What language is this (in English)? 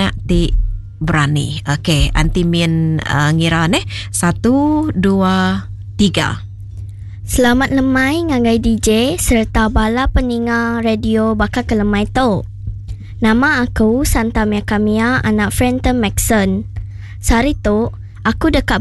Iban